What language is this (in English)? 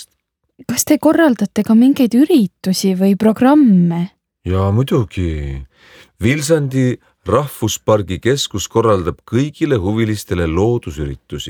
Estonian